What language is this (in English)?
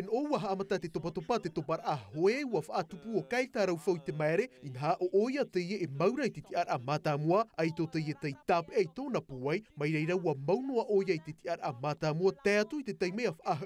Tahitian